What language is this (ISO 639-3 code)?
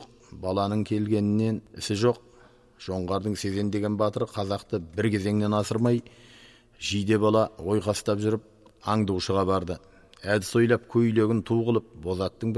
kaz